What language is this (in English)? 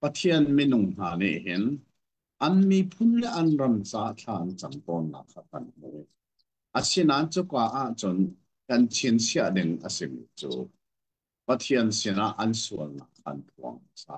Hakha Chin